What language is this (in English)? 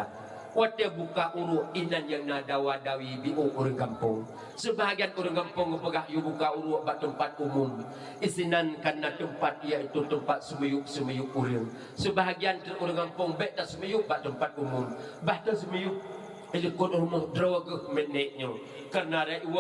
Achinese